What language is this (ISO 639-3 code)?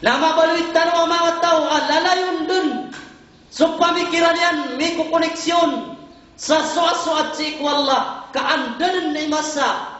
mrw